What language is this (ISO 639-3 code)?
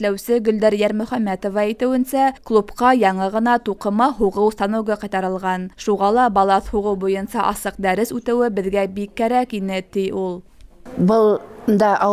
bak